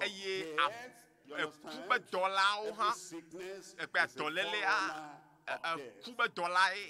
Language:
Ewe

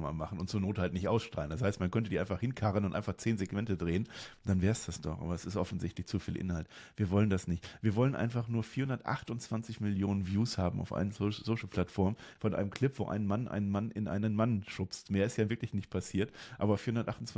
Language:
Swiss German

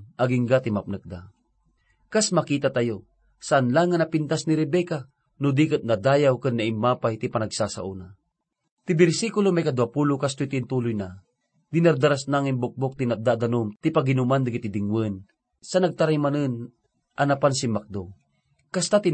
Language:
Iloko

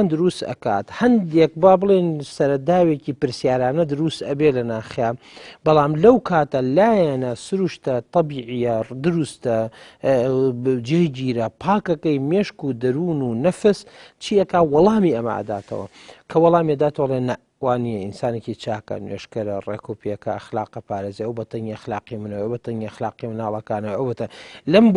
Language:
Central Kurdish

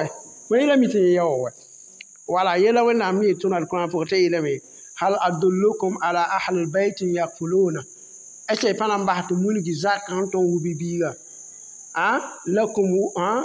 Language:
Mossi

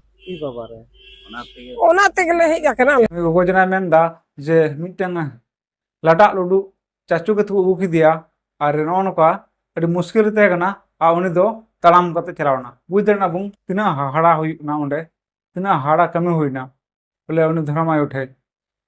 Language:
Santali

